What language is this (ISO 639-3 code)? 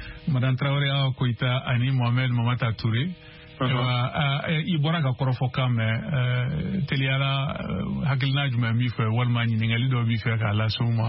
bam